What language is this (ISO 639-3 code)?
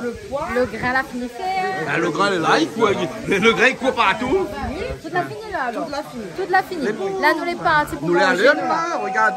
rcf